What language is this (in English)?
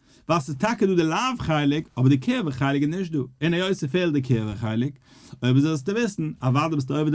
Yiddish